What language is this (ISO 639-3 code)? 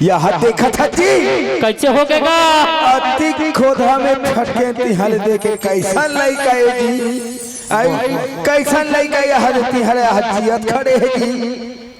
hne